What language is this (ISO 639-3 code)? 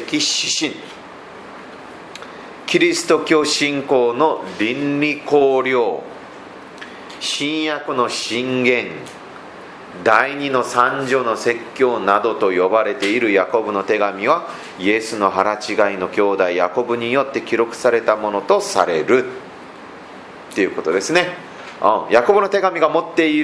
jpn